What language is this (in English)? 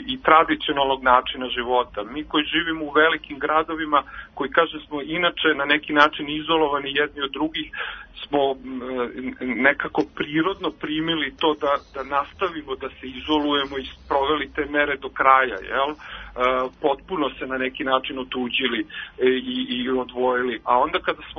Serbian